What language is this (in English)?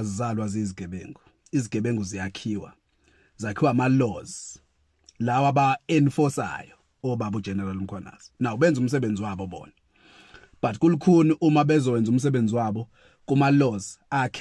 Zulu